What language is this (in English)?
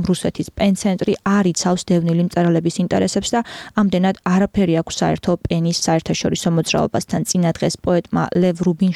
Georgian